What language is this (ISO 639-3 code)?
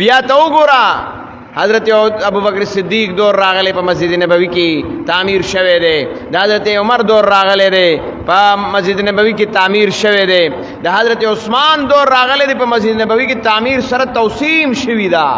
pus